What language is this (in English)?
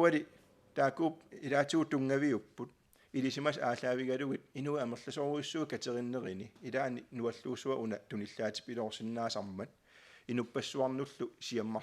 Kalaallisut